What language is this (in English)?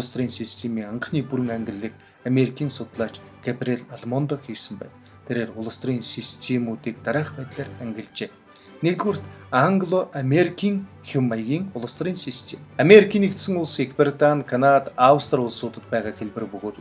Mongolian